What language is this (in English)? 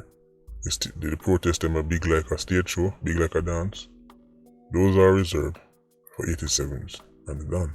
Jamaican Creole English